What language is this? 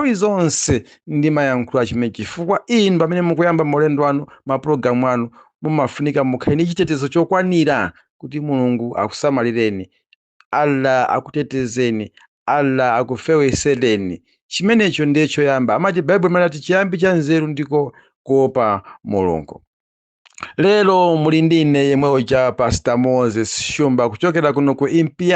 Nyanja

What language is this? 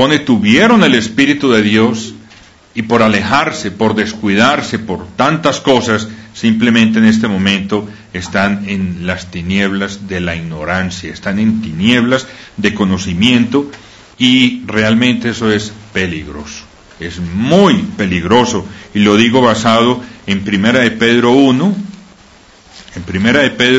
Spanish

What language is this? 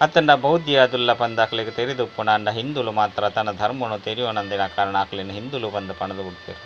Tulu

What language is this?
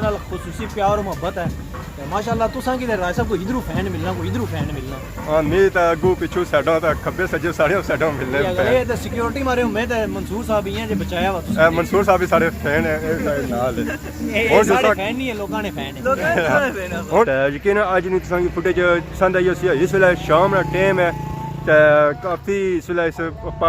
Pahari-Potwari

